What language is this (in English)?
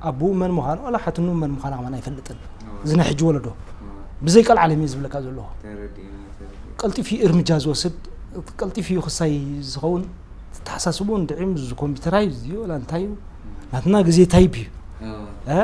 Tigrinya